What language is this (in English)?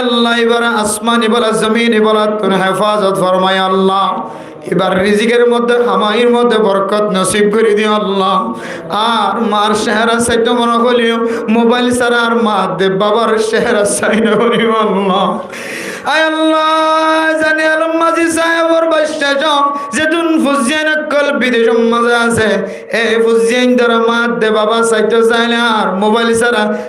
Rohingya